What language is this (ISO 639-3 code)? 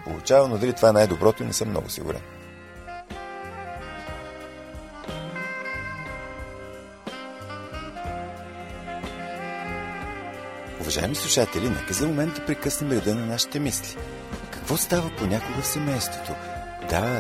bul